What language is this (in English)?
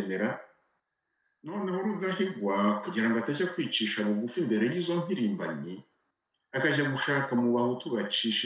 Kinyarwanda